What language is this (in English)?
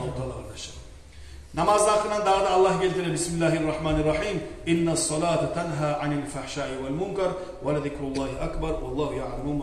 Kumyk